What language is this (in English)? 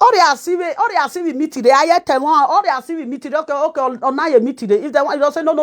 Nigerian Pidgin